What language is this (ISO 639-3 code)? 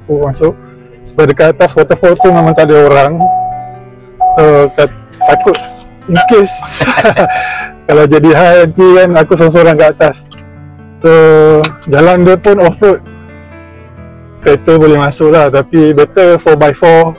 msa